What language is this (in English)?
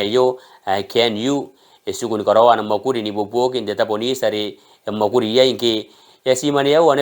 Gilbertese